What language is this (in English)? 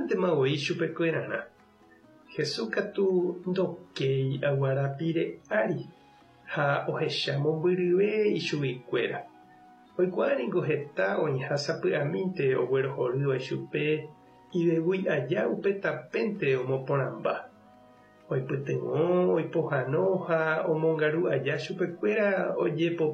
Guarani